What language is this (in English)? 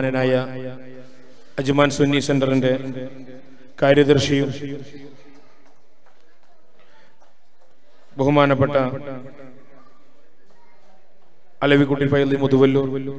Malayalam